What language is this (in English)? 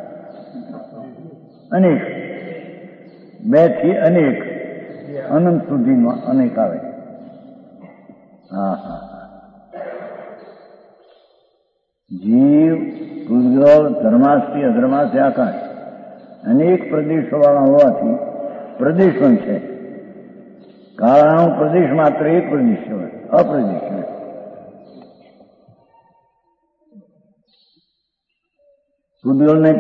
Gujarati